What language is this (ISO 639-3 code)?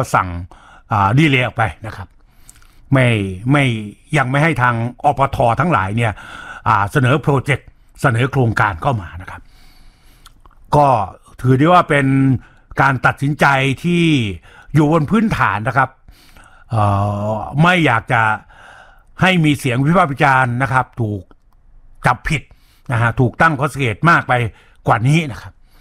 tha